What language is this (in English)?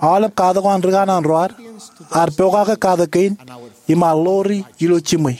Marshallese